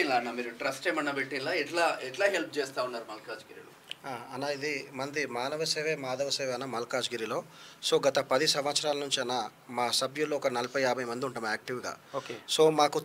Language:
Telugu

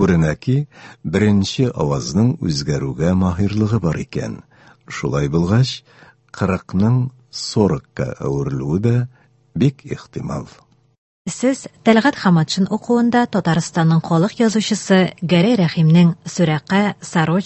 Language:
Tatar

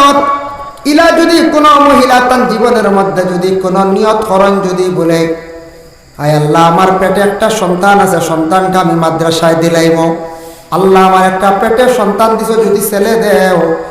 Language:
Sylheti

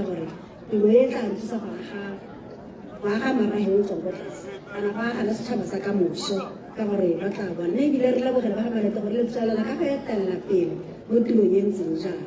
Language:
Tswana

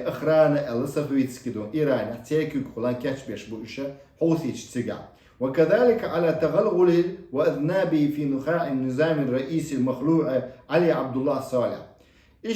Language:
Chechen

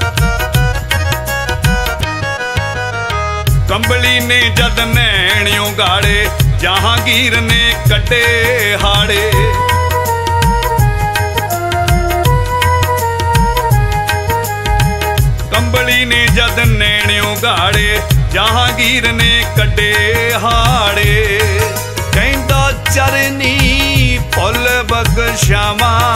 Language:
Punjabi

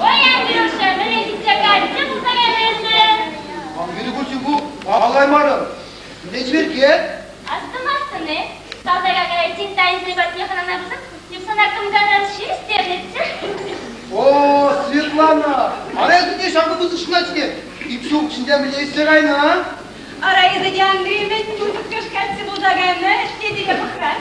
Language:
Chuvash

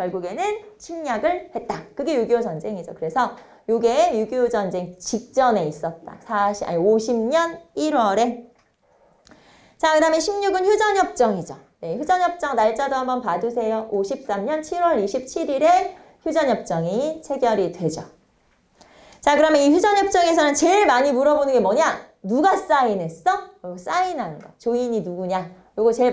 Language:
Korean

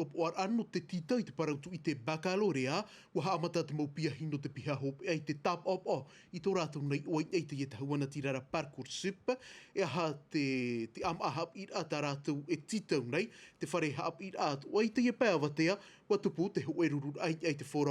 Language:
Tahitian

